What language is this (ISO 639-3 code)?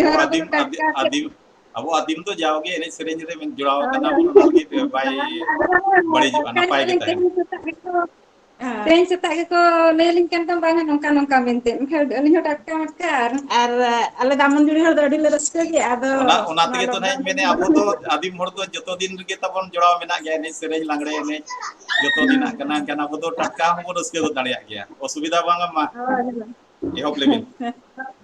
sat